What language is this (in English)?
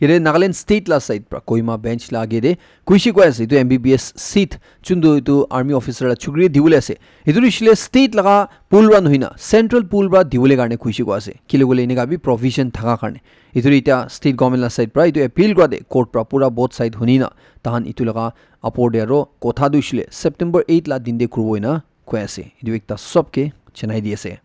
Naga Pidgin